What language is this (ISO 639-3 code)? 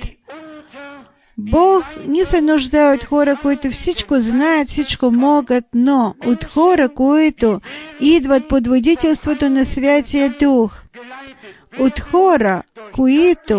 bul